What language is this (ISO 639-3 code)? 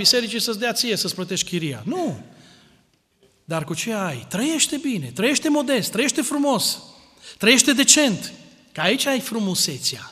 ron